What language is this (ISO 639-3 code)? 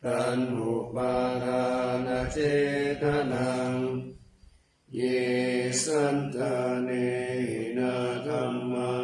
pli